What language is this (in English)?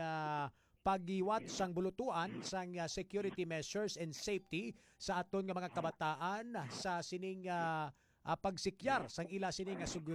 Hiligaynon